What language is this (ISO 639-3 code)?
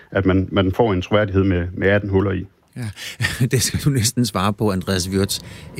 dan